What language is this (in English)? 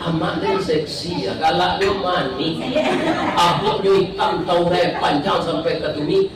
Minangkabau